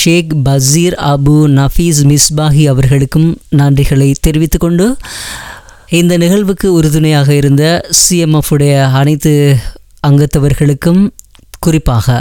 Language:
Tamil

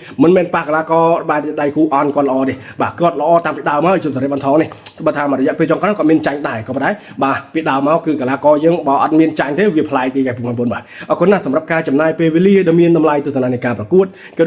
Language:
Khmer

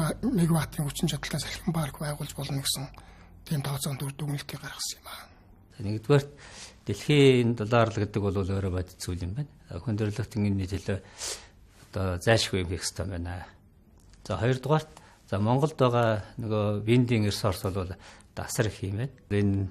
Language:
Mongolian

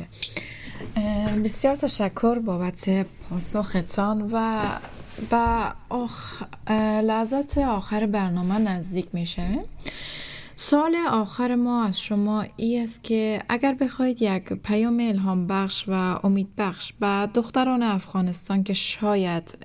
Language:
Persian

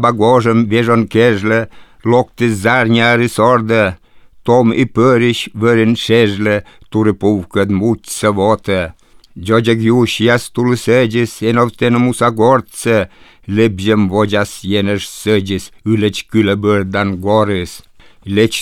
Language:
Lithuanian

